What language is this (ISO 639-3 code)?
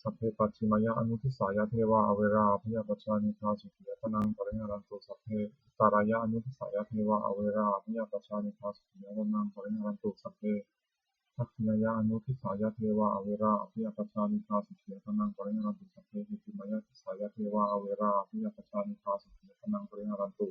pli